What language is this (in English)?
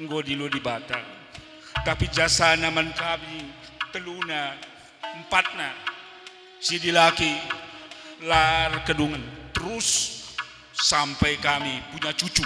Batak Karo